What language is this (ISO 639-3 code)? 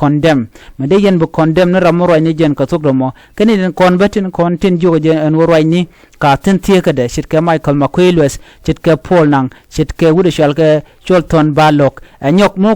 nus